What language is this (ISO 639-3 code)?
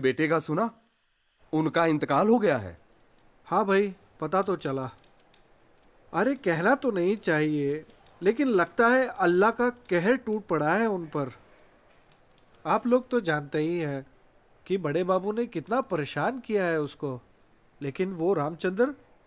hin